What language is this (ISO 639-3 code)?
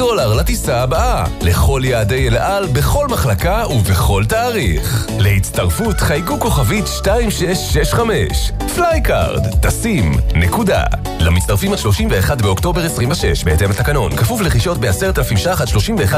heb